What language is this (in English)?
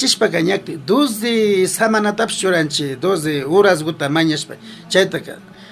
Imbabura Highland Quichua